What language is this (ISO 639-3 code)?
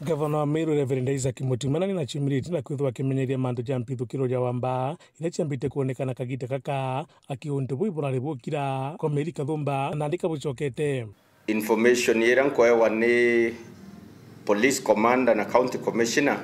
mer